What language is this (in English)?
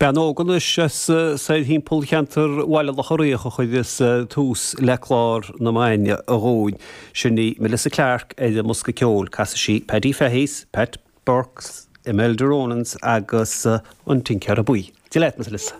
Irish